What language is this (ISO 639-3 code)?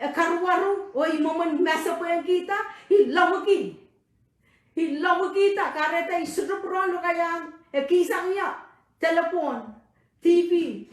pon